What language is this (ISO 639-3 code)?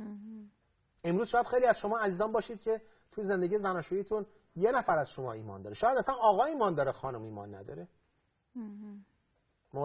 fas